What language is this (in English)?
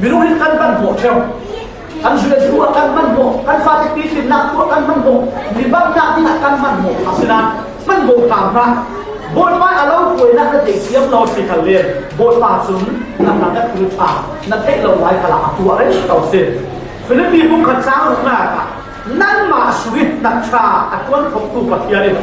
Falam Chin